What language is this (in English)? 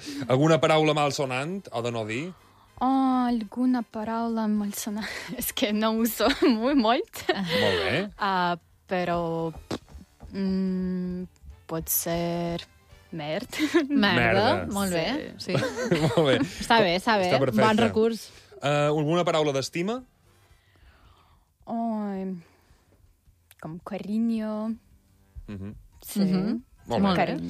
Catalan